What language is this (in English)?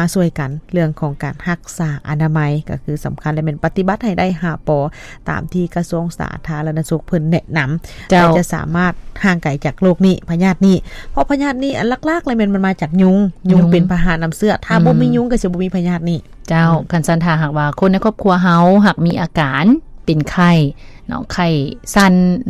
Lao